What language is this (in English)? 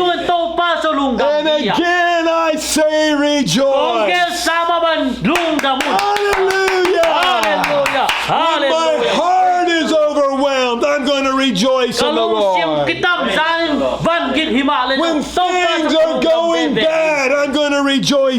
Tedim Chin